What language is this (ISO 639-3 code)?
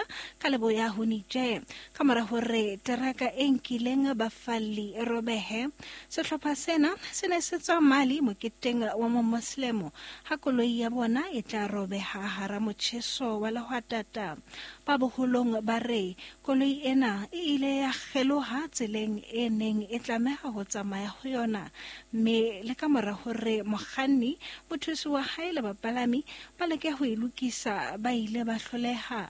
sot